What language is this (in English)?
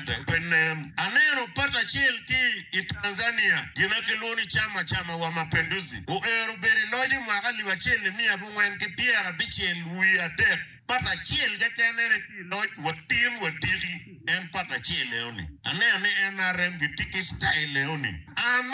Acoli